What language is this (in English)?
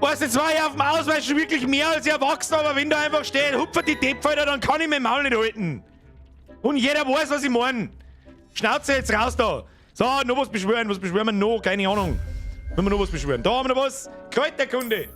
Bavarian